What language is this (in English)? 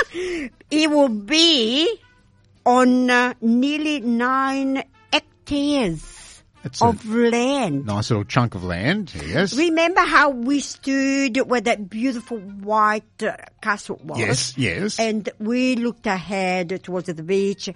English